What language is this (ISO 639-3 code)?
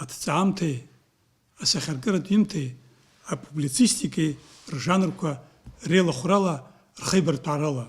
abk